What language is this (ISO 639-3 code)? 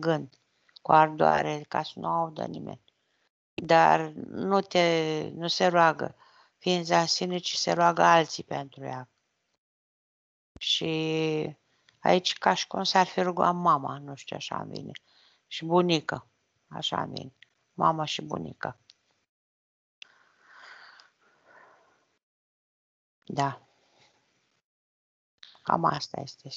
ron